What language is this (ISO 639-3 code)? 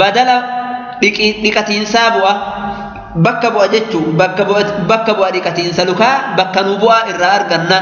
orm